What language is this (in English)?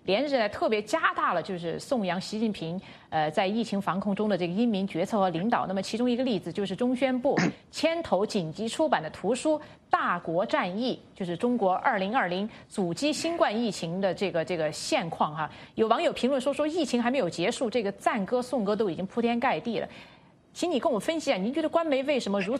Chinese